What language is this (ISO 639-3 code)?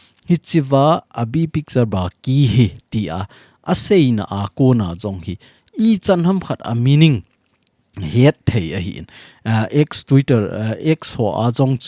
tcz